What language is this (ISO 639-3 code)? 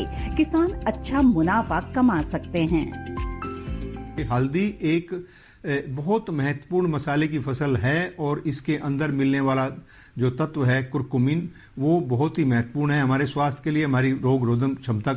hin